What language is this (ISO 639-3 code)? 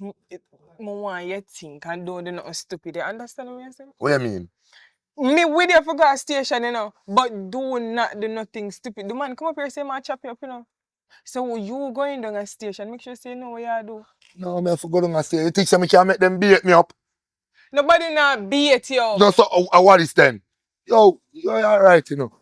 jam